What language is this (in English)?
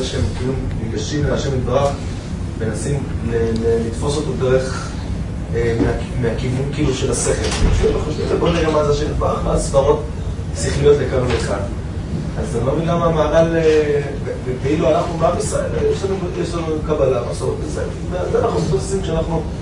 Hebrew